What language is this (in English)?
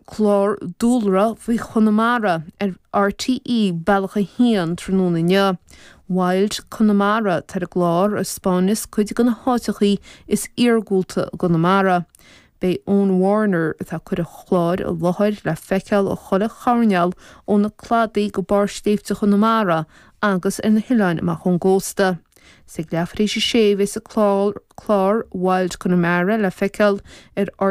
Irish